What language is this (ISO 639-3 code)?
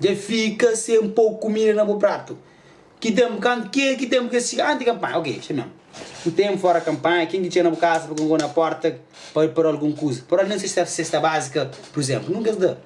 kea